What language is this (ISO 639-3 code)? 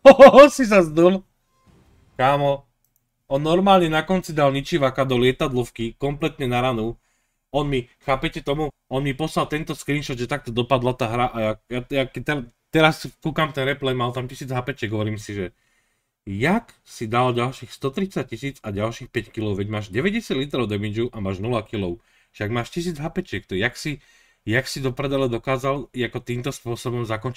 slk